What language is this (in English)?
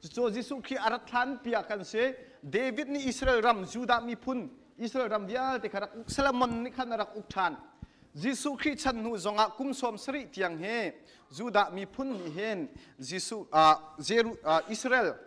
Hakha Chin